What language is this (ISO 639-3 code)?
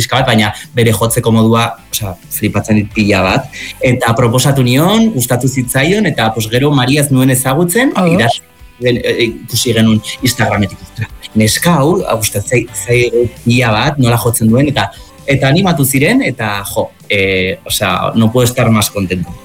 eus